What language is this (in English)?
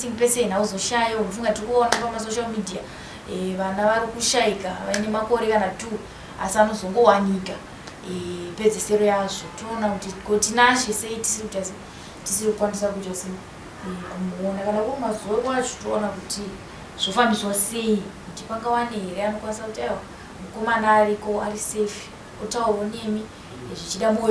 Shona